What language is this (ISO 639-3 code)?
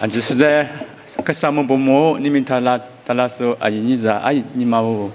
lis